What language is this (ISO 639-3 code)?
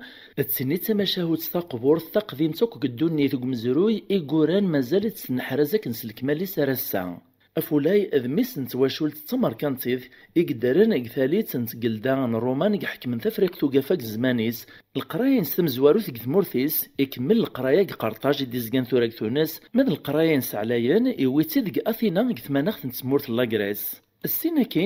kab